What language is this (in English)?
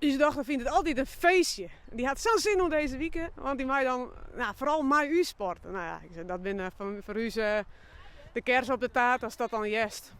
Western Frisian